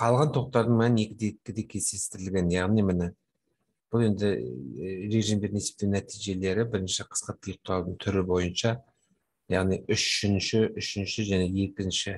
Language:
Kazakh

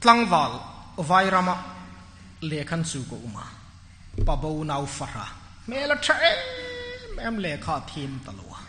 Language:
Hmar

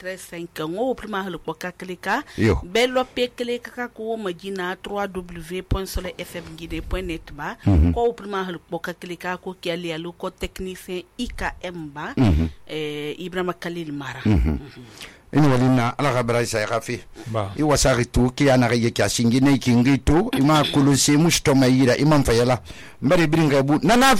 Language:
Susu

